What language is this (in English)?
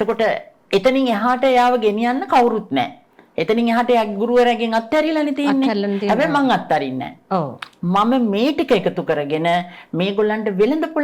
Sinhala